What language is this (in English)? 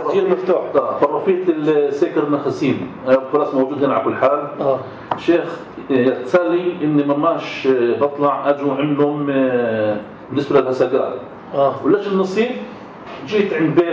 North Levantine Arabic